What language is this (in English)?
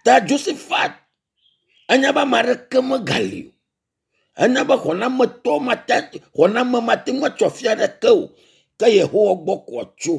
Ewe